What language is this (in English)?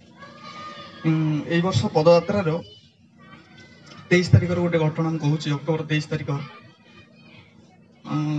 Odia